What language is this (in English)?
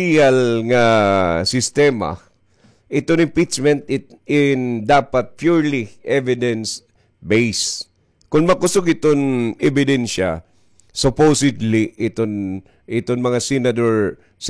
Waray